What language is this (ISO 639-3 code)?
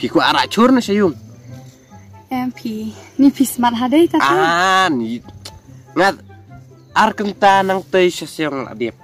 kha